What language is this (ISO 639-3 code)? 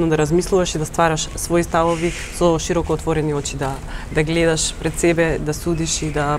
mkd